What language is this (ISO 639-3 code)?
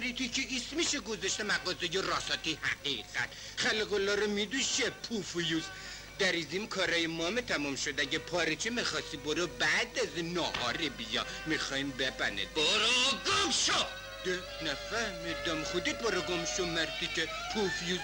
fas